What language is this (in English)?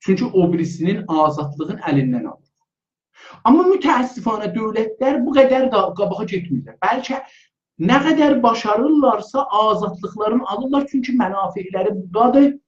South Azerbaijani